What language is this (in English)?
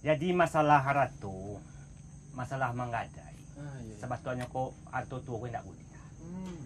Minangkabau